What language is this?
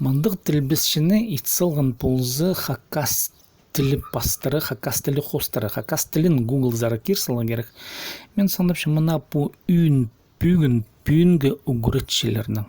Khakas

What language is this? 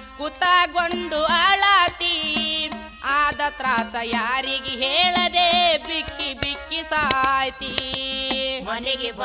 Kannada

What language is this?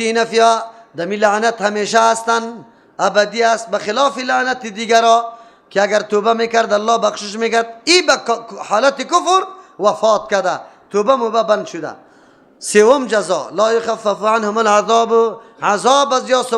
Persian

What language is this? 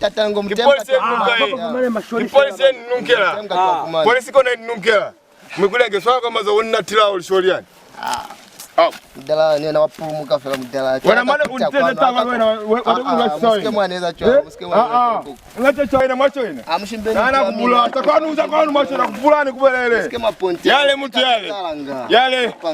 Lozi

